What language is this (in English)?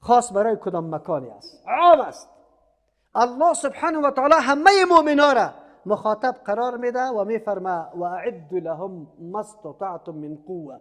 Persian